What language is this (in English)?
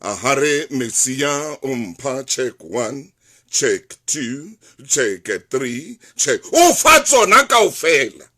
Southern Sotho